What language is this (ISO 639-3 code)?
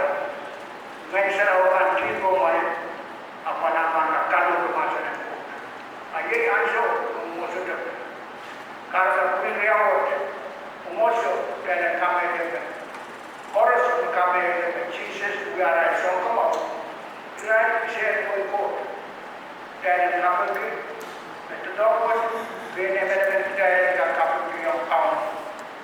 pon